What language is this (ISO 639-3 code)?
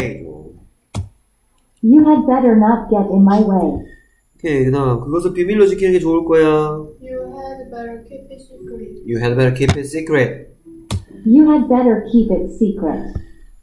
kor